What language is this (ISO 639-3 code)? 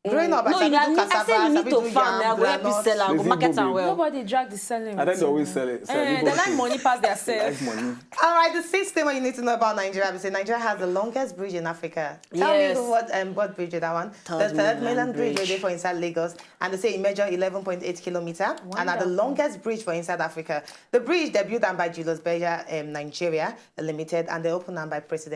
pcm